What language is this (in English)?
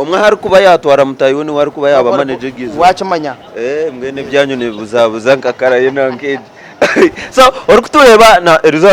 Nyankole